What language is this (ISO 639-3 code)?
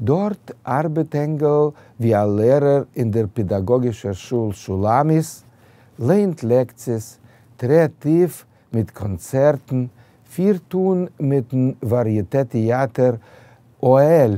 yid